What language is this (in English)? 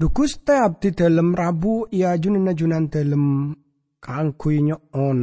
Madurese